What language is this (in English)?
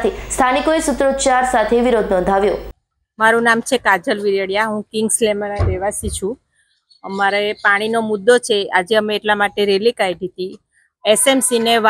Gujarati